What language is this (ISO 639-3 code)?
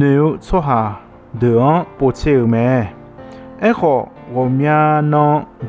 ahk